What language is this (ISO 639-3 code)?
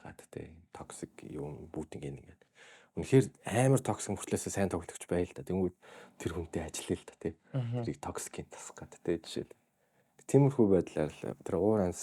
mon